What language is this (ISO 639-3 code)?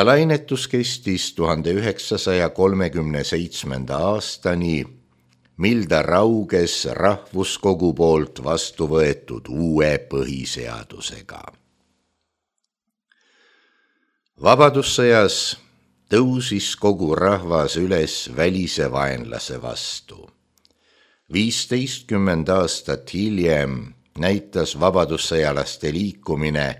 est